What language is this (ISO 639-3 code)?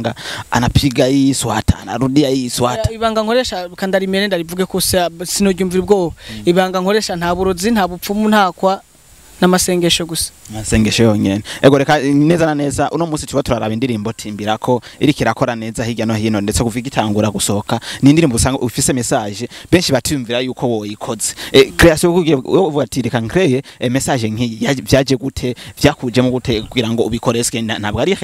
run